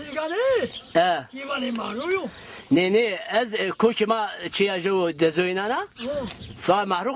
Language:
Zaza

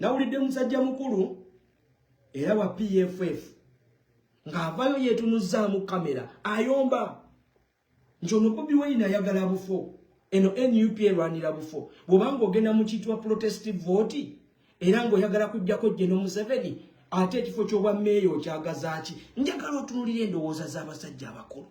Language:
Ganda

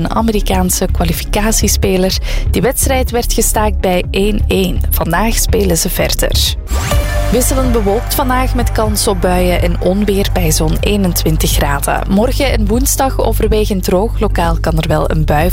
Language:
Dutch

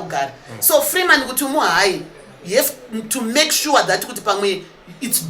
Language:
Shona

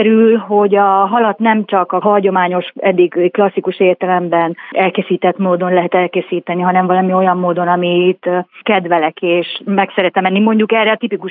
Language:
Hungarian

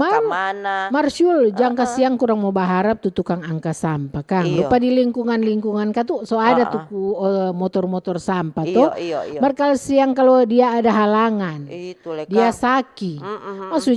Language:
Manado Malay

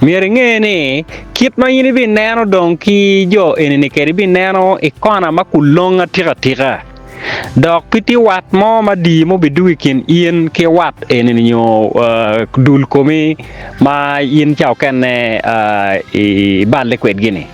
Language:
Acoli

